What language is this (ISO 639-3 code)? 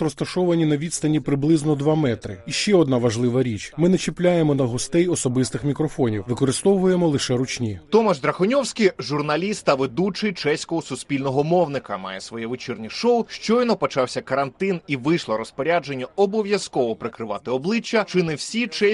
ukr